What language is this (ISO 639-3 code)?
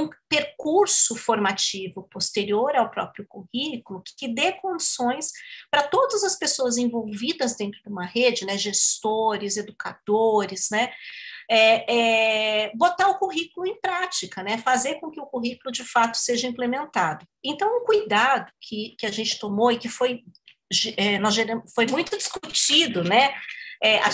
por